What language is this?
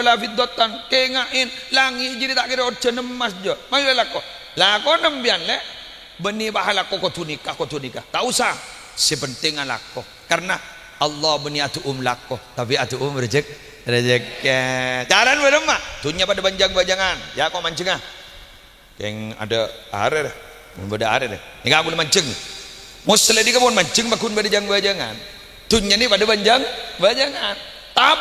Madurese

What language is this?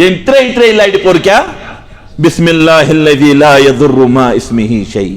Kashmiri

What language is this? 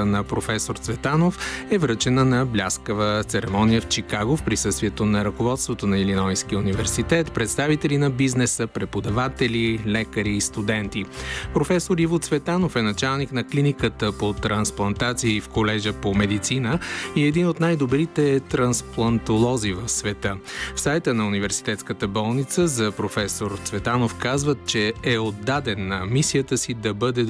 Bulgarian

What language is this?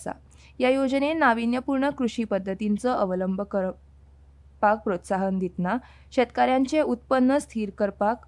Konkani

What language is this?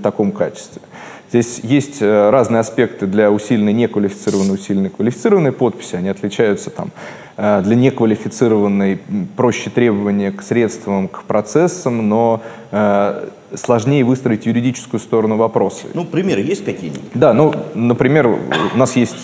Russian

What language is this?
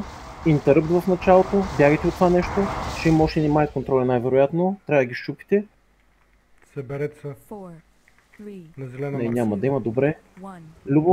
Bulgarian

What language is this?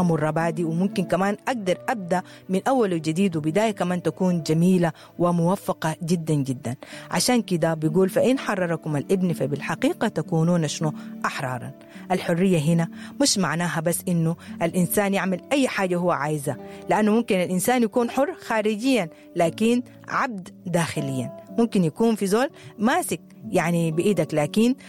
Sudanese Arabic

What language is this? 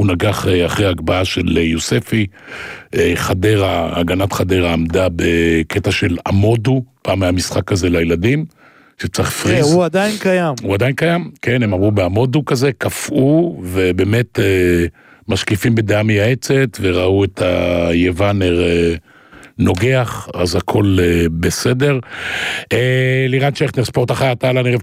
Hebrew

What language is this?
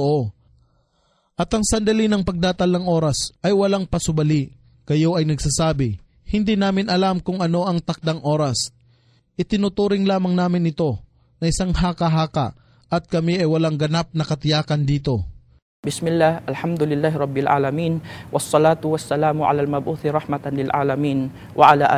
Filipino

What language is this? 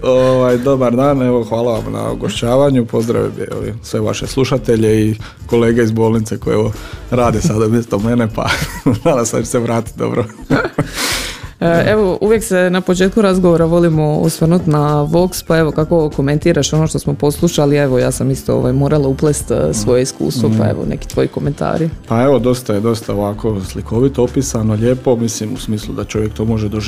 Croatian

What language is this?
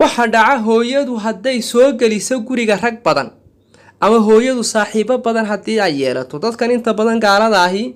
Somali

